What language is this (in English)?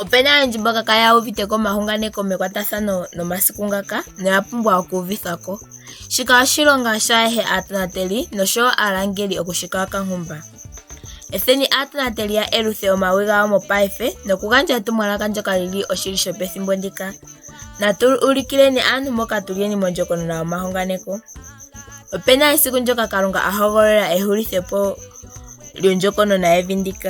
Ndonga